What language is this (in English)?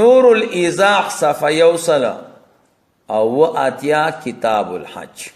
Pashto